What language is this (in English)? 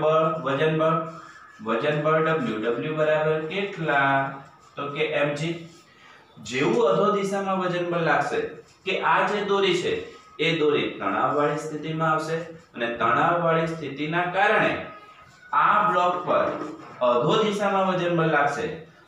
Gujarati